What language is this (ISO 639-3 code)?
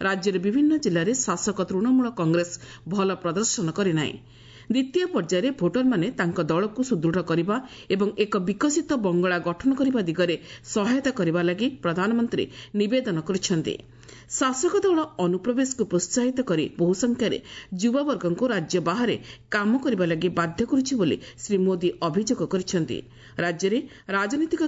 ori